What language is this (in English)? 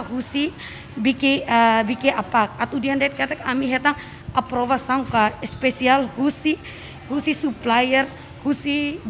Tetum